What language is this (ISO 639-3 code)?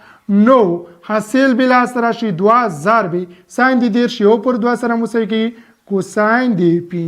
pus